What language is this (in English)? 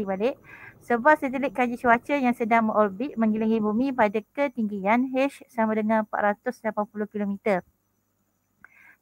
Malay